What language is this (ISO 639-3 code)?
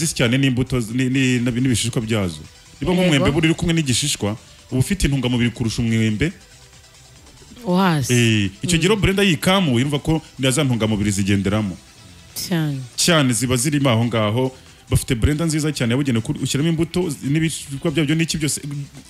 kin